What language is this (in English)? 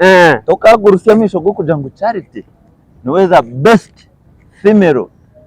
Nyankole